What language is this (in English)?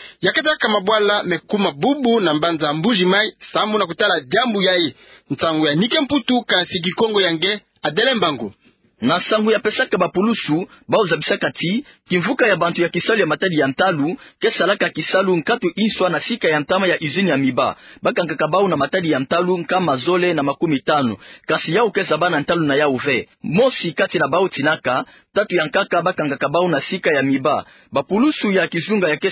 Kituba (Democratic Republic of Congo)